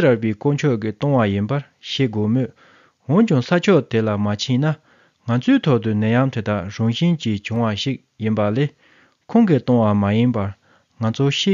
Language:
Tibetan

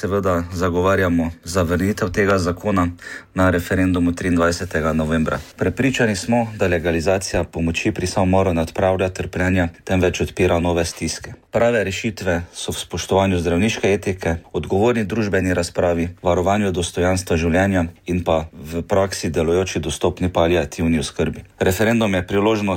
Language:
Slovenian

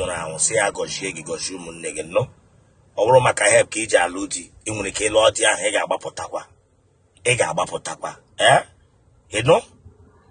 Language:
Igbo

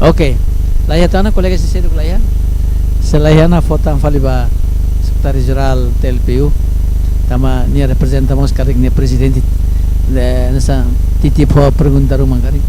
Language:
Tetum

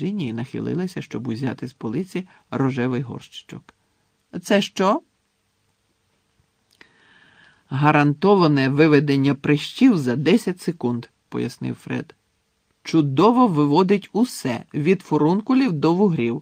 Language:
Ukrainian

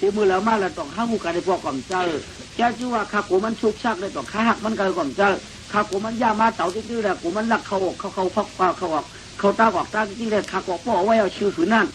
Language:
Shan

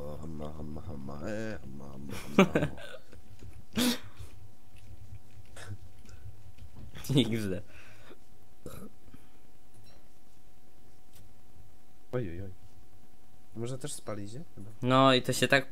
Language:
Polish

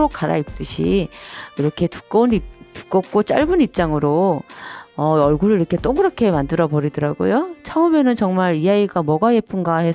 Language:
Korean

